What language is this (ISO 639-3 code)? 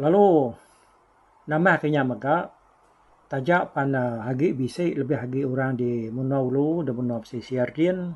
iba